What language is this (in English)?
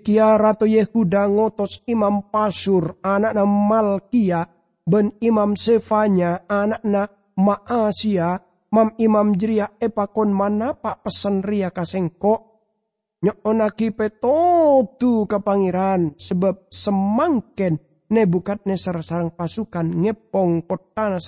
Madurese